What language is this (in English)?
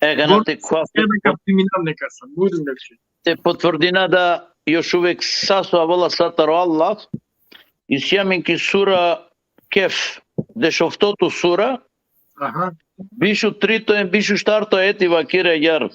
Balkan Romani